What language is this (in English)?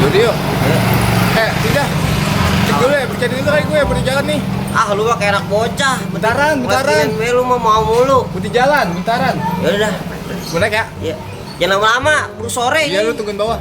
Betawi